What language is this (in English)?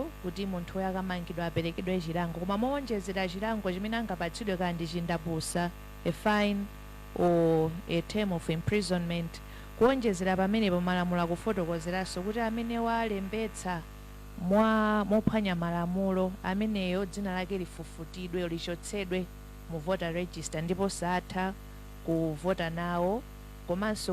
Nyanja